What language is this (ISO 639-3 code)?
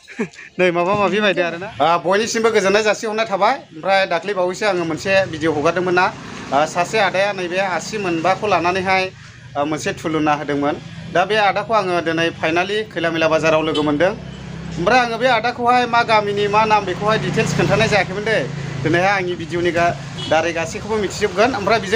brx